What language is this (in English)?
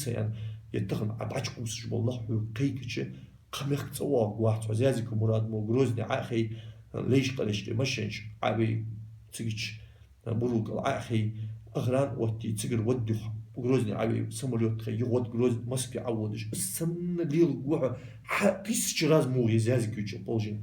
Ingush